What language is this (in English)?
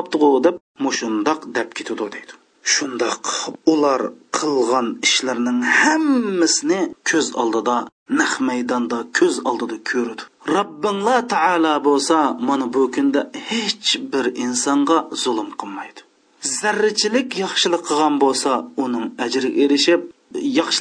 Uyghur